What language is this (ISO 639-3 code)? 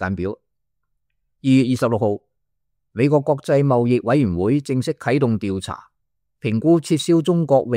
yue